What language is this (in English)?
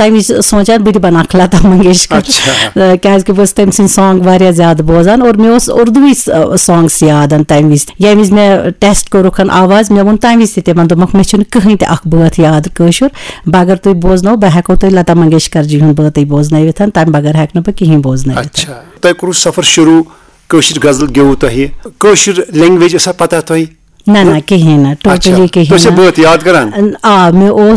Kashmiri